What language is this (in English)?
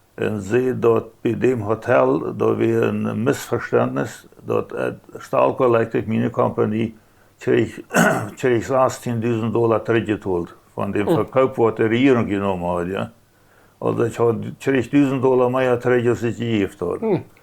Plautdietsch